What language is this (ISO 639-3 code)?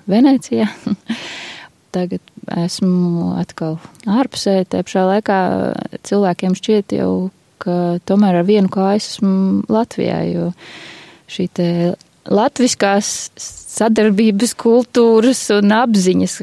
lav